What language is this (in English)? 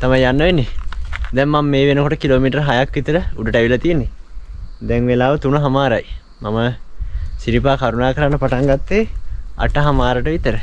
Sinhala